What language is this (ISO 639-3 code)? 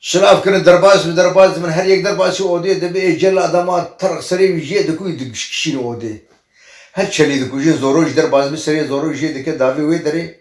kur